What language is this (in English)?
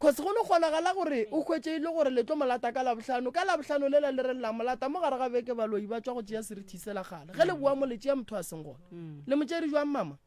Northern Sotho